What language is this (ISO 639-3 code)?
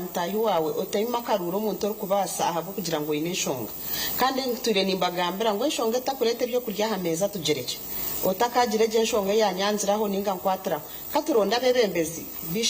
nyn